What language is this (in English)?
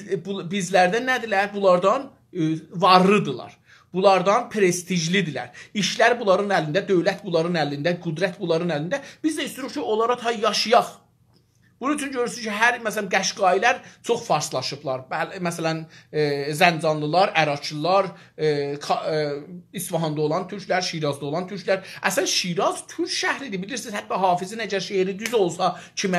South Azerbaijani